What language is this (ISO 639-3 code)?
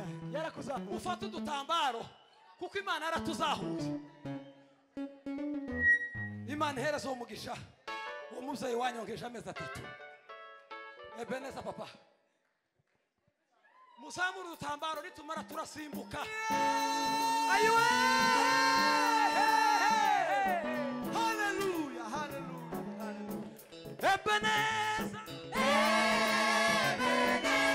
kin